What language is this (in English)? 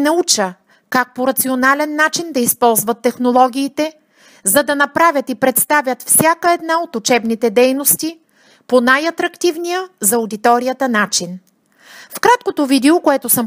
Bulgarian